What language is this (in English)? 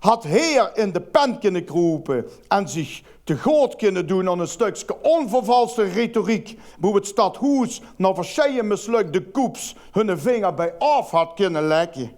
Limburgish